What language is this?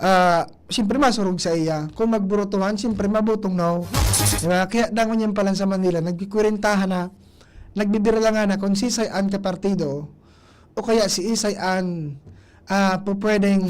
Bikol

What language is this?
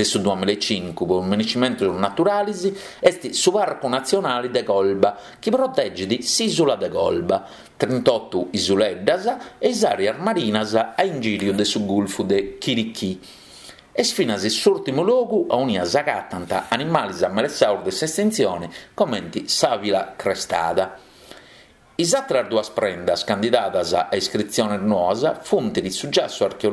Sardinian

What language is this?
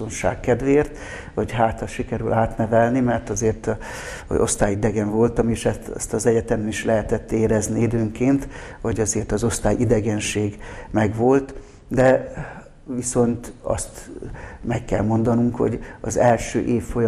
Hungarian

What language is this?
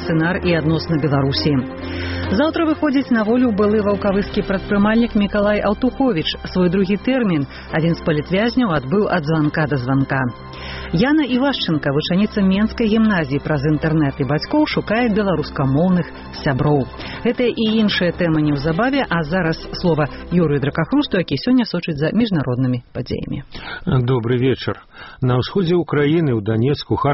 Belarusian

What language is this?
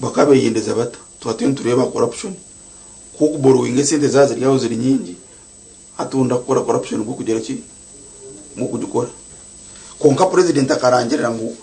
Nyankole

